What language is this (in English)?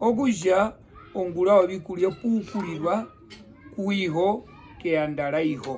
Herero